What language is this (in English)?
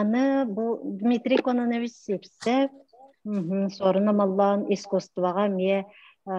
Yakut